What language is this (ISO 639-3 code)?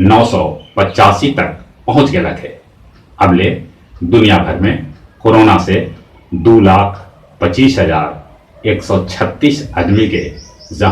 mag